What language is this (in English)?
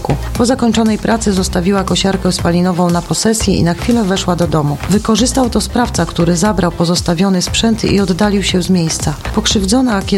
Polish